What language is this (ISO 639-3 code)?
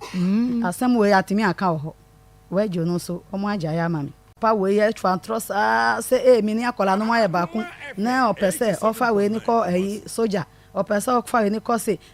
aka